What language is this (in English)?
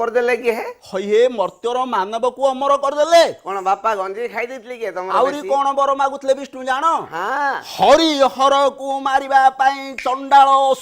Odia